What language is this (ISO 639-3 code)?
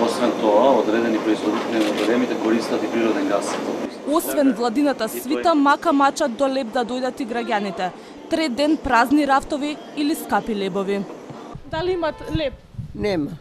mkd